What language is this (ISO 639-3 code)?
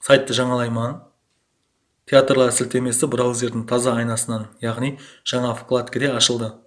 kaa